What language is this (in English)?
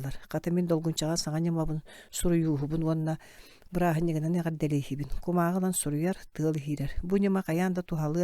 Yakut